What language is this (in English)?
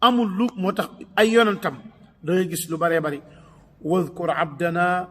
Wolof